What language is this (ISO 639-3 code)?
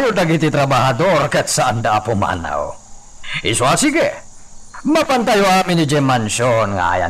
ilo